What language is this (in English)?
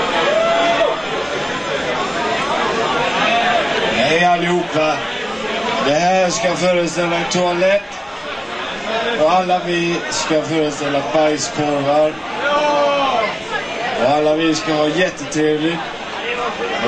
Swedish